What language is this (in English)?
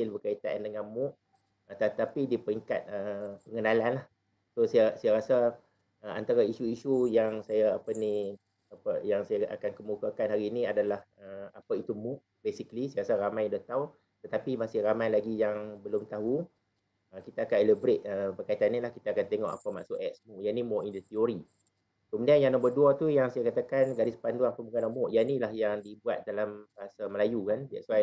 Malay